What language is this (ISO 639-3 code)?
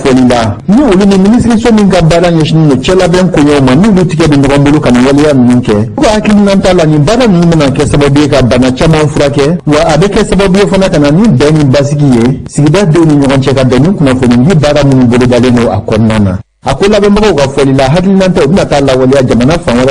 bam